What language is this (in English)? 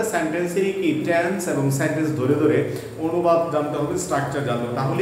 Bangla